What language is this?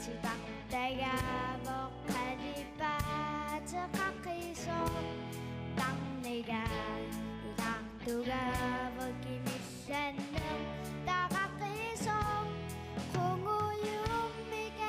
Kalaallisut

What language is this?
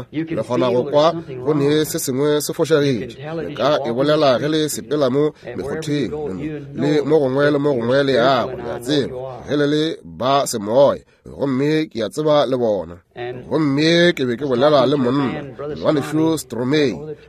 Northern Sotho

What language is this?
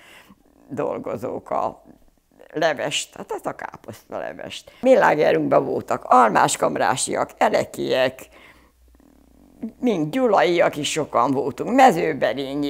Hungarian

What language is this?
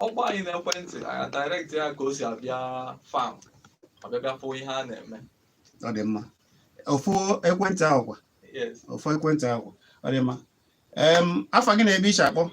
Igbo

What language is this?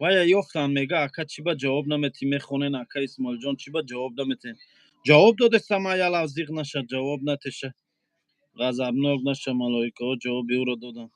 Tajik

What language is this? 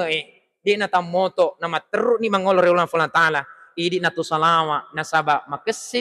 Buginese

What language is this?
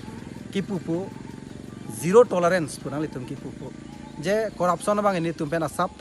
Karbi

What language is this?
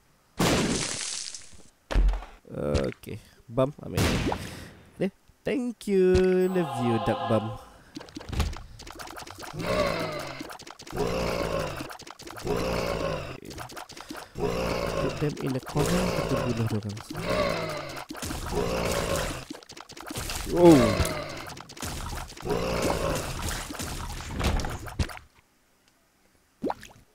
Malay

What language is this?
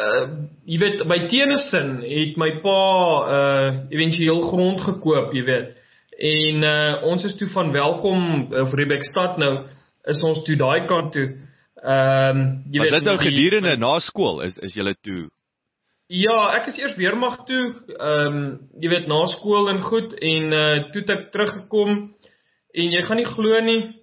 Afrikaans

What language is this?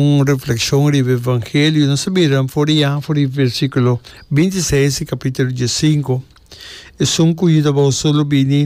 Papiamento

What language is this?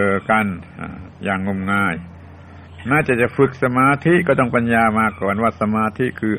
Thai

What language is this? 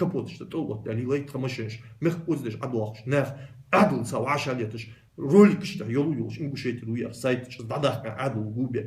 Ingush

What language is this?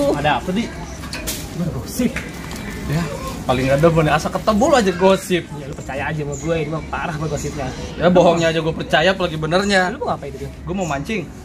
Betawi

